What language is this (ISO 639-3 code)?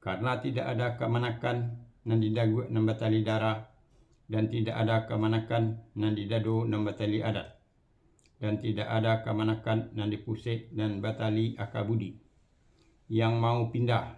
min